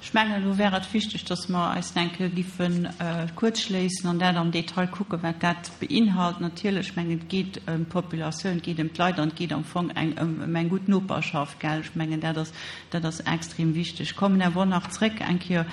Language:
Luxembourgish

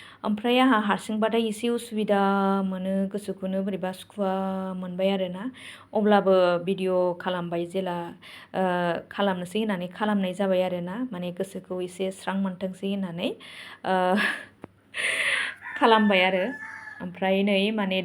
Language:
Bodo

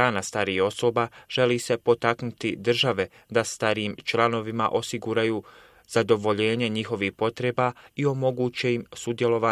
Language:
Bosnian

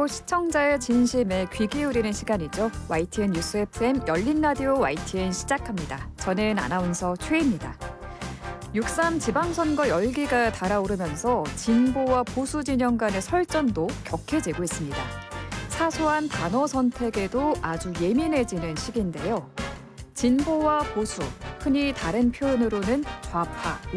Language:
Korean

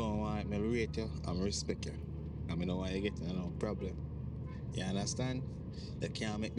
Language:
Jamaican Creole English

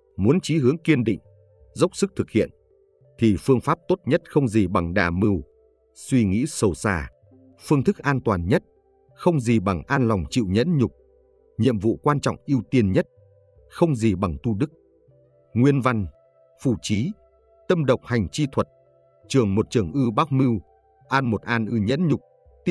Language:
Vietnamese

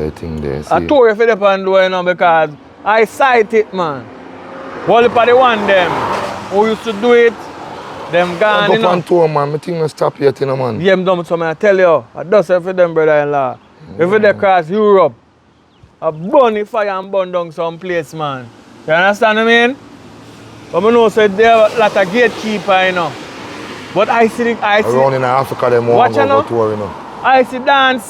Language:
Jamaican Creole English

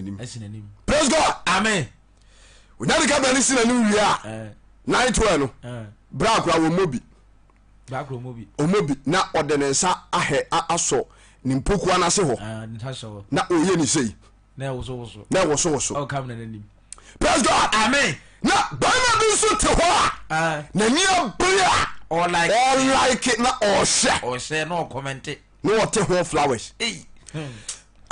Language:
Akan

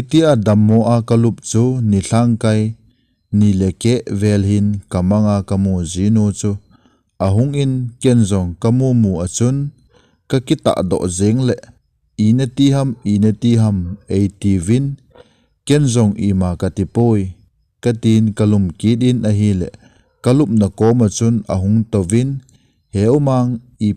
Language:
Thado Chin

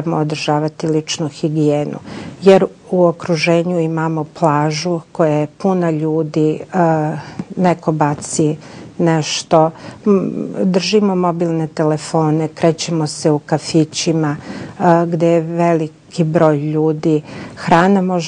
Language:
Serbian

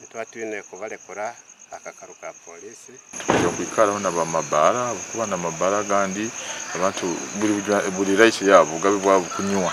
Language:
Nyankole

